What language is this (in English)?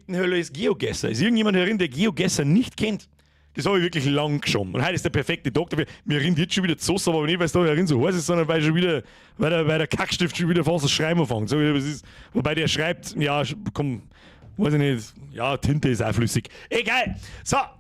Bavarian